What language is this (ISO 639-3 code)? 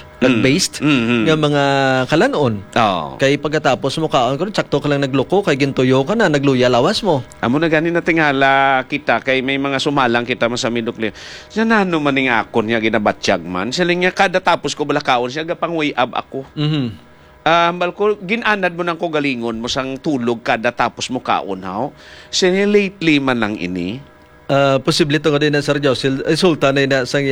hil